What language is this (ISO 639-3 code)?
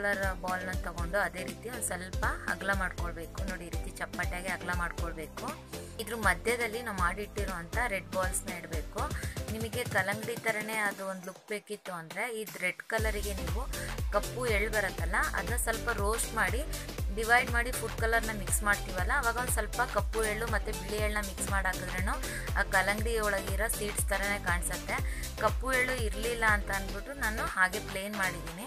kan